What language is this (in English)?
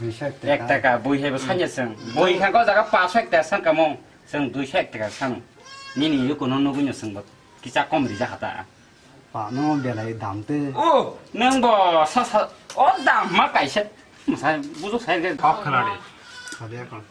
Kok Borok